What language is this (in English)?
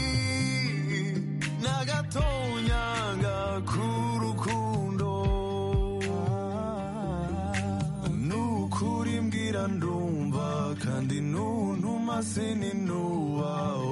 Kinyarwanda